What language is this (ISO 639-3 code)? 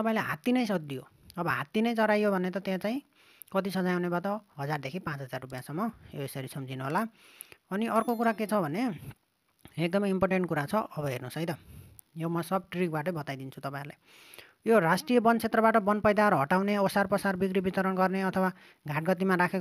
nep